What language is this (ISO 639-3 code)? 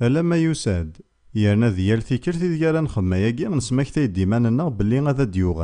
kab